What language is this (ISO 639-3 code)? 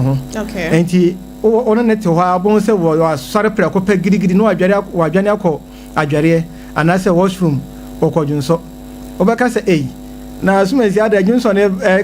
aka